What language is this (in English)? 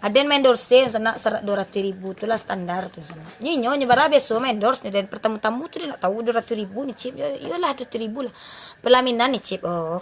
Minangkabau